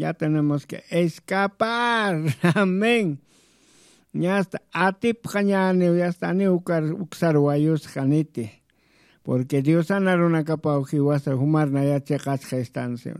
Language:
Aymara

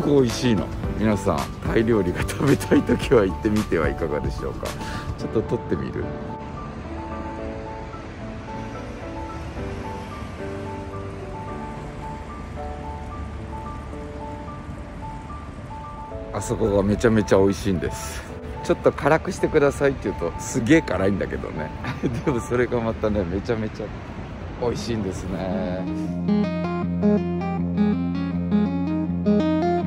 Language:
Japanese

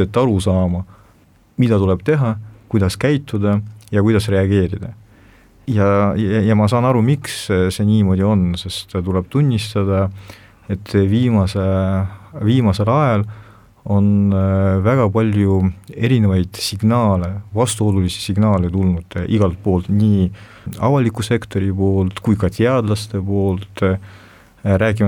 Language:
Estonian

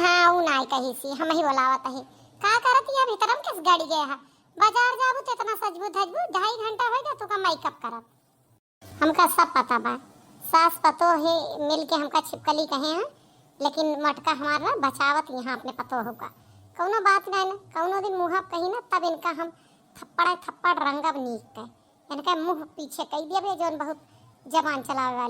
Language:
Awadhi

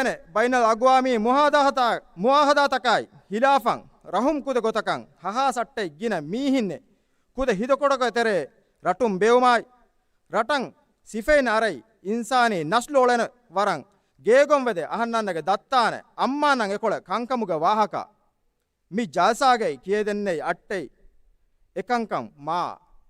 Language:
Divehi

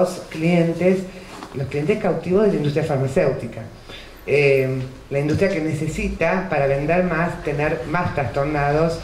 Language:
Spanish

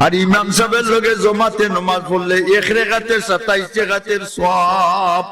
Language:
Sylheti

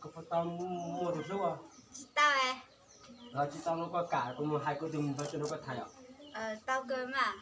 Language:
Hmong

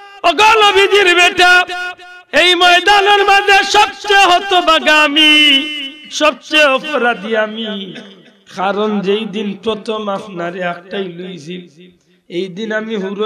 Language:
Sylheti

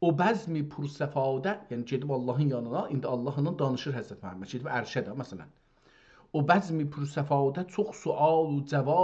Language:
South Azerbaijani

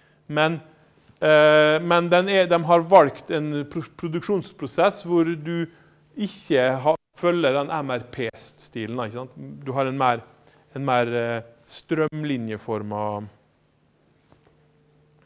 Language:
Norwegian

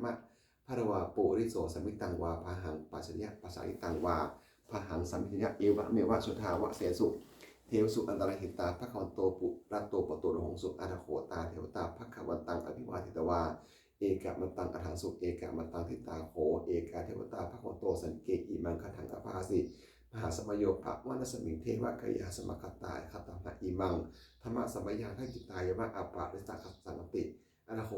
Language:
Pali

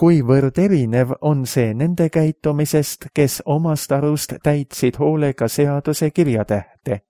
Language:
Estonian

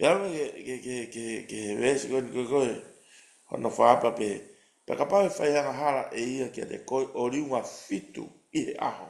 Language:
Tongan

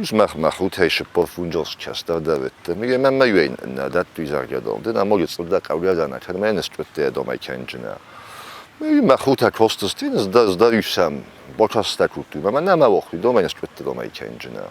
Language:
Ossetic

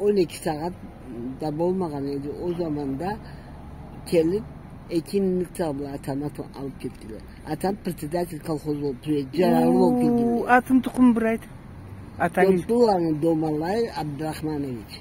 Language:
Karachay-Balkar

